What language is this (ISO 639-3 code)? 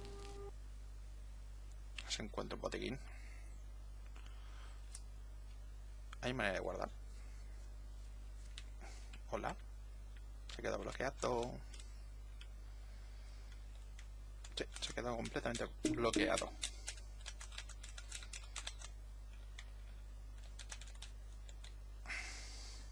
spa